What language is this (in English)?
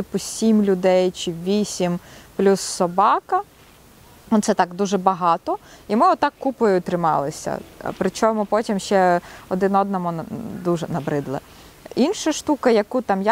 Ukrainian